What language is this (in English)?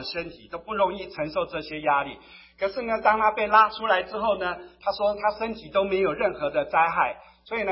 Chinese